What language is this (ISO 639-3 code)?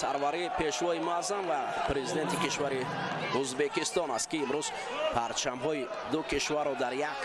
tgk